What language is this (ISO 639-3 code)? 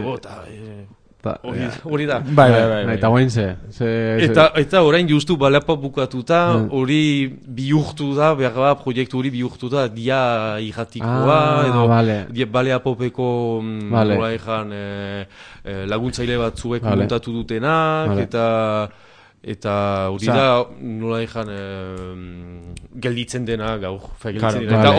eus